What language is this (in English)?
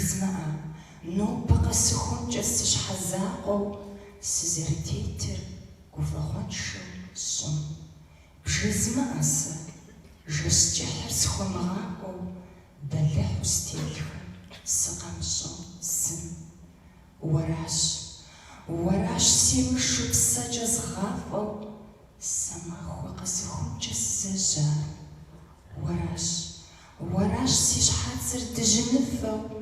Kabardian